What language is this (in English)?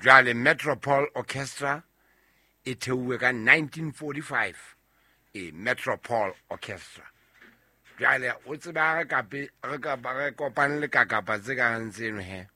Southern Sotho